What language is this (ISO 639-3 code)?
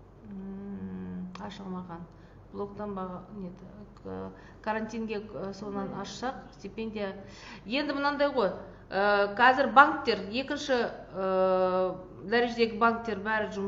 kaz